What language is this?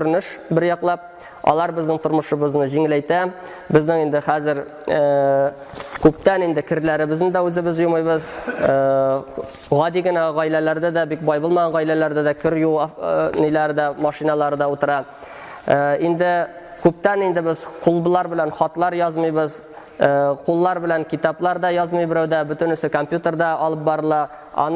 Tatar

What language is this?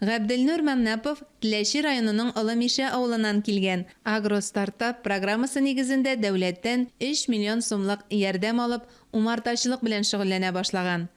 Tatar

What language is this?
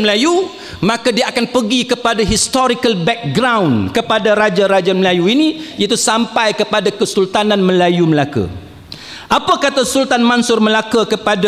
Malay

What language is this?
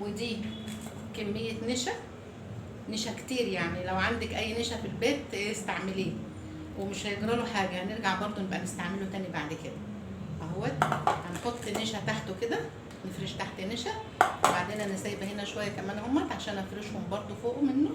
Egyptian Arabic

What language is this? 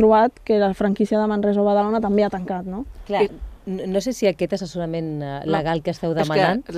Catalan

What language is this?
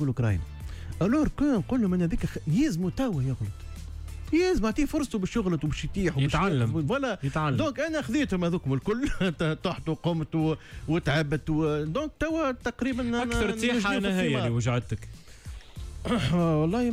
Tunisian Arabic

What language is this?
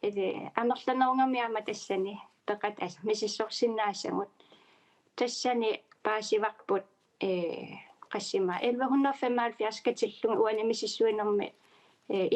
Kalaallisut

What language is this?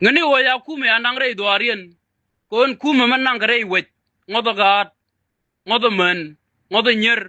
Nuer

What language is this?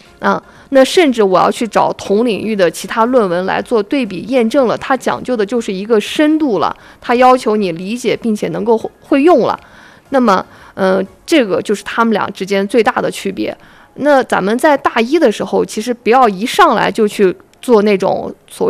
Chinese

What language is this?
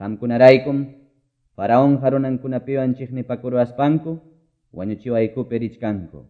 Quechua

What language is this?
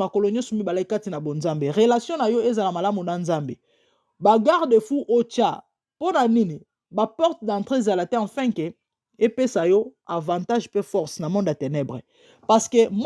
Lingala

